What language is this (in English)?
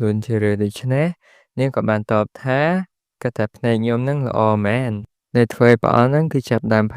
Khmer